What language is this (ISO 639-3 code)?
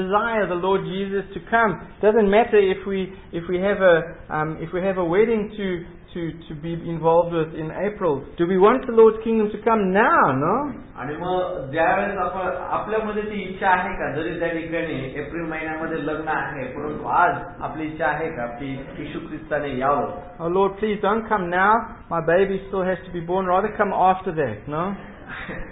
mar